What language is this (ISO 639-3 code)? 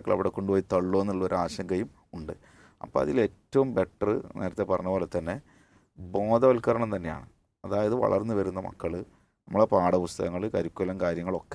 mal